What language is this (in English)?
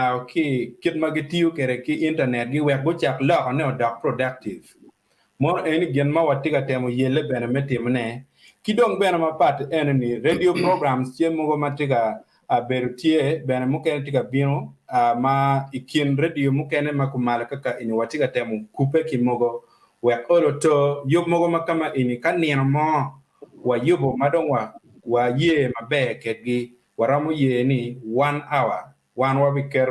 Acoli